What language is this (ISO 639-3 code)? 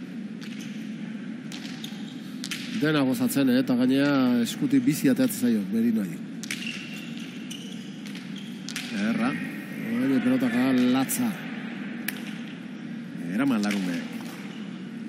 eus